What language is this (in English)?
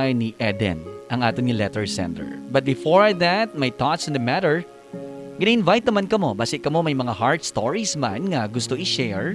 Hiligaynon